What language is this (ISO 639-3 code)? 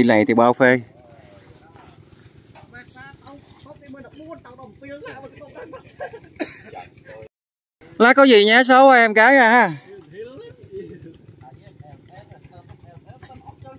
vie